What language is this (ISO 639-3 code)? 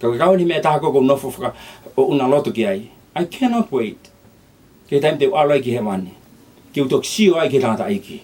ton